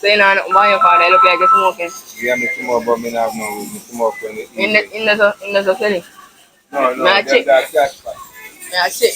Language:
Jamaican Creole English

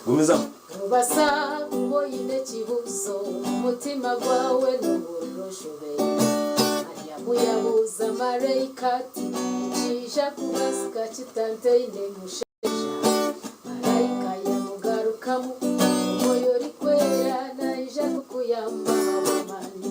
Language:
Nyankole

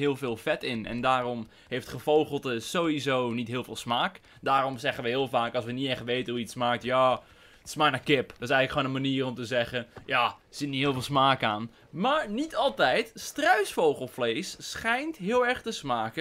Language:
Dutch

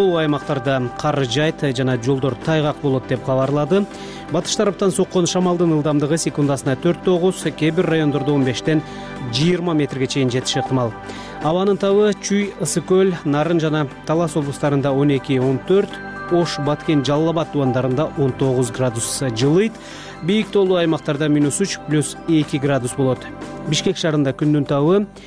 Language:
Kyrgyz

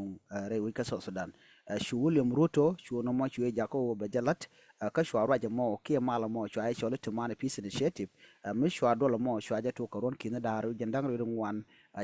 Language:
Nuer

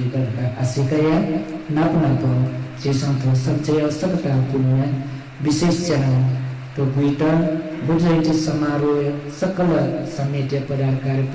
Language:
Newari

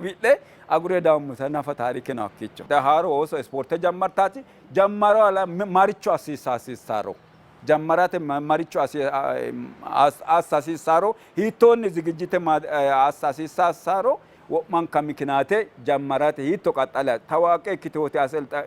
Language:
Sidamo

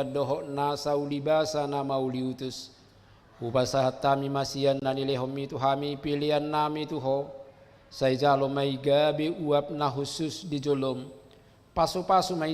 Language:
Batak Toba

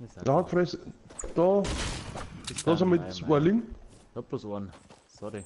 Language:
Bavarian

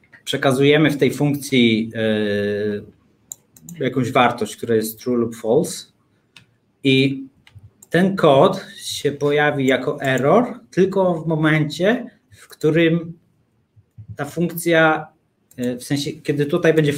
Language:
Polish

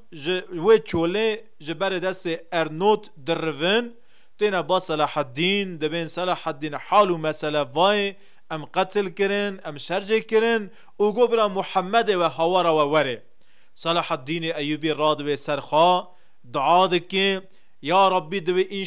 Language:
Kurdish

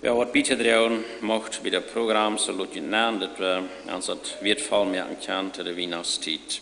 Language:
Plautdietsch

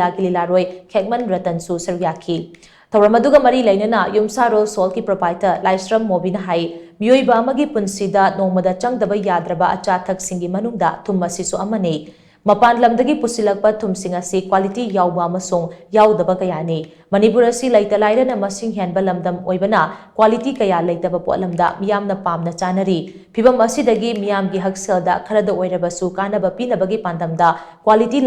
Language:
Manipuri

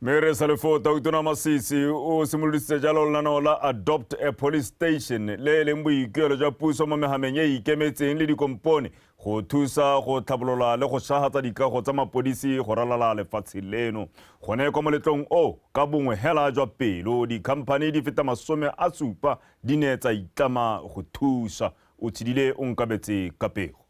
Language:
Tswana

